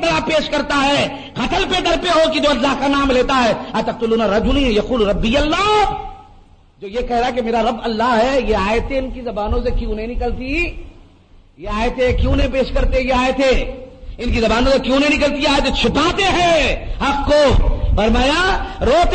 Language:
Urdu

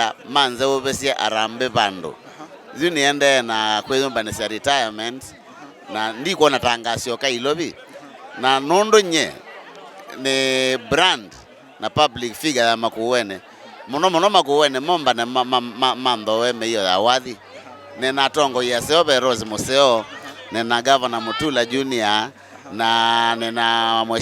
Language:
Kamba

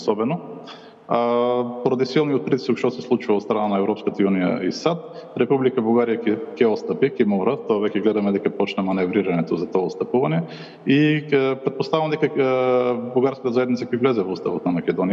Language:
Macedonian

